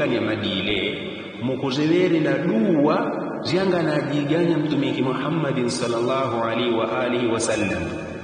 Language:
Yao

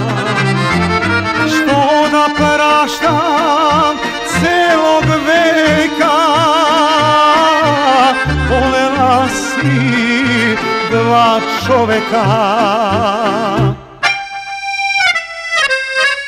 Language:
Serbian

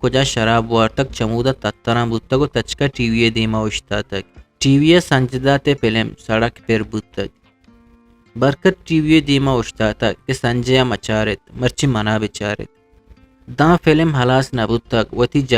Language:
Eastern Balochi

